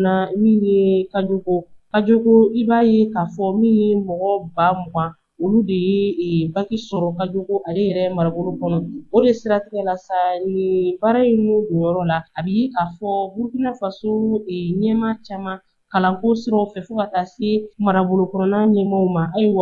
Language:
Bambara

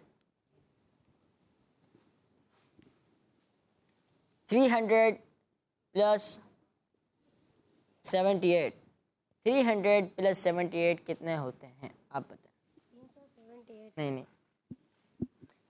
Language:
Hindi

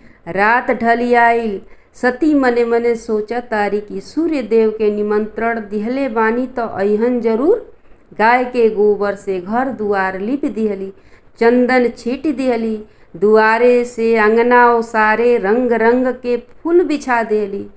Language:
Bhojpuri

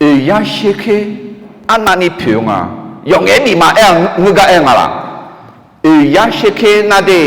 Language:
Akha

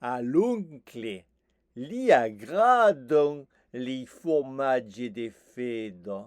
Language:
Occitan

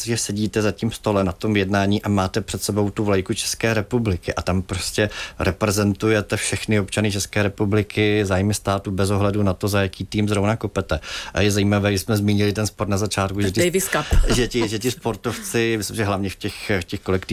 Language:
Czech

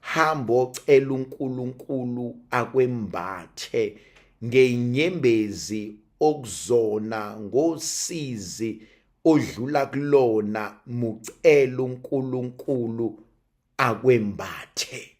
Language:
Zulu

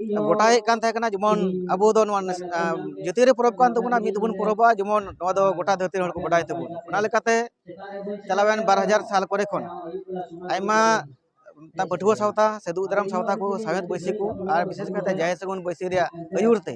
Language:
Santali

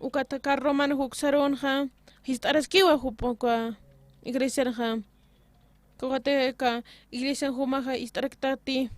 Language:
Aymara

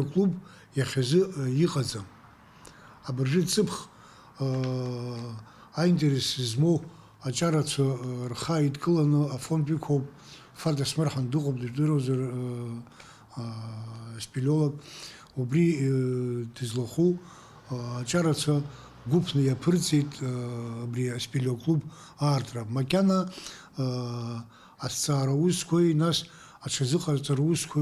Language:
Abkhazian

